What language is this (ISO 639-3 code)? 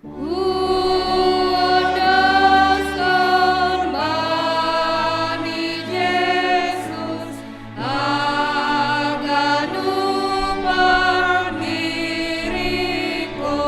bts